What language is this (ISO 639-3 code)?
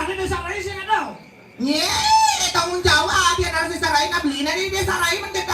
ban